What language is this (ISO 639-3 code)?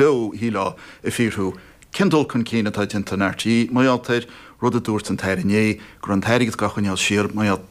gle